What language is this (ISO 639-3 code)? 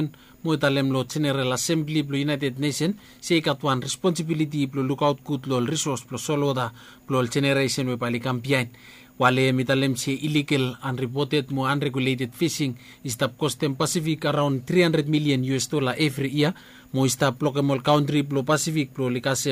bis